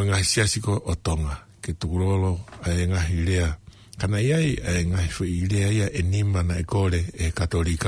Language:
Tongan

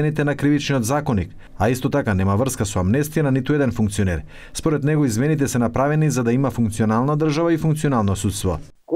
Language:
Macedonian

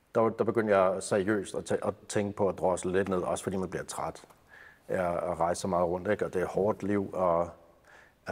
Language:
Danish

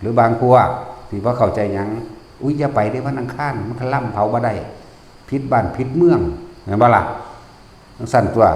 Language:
Northeastern Thai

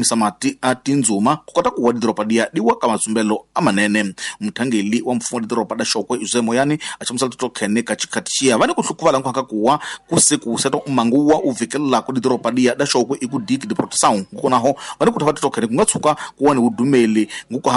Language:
Tsonga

